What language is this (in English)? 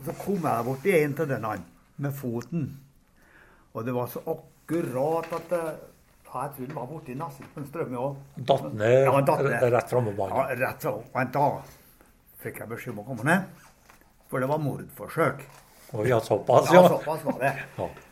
Norwegian